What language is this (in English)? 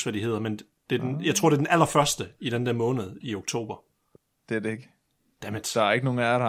Danish